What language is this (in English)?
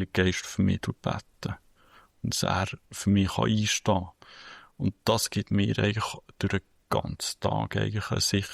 Swiss German